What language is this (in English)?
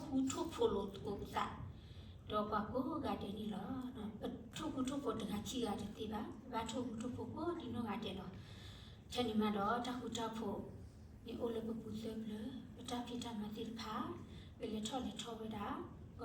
S'gaw Karen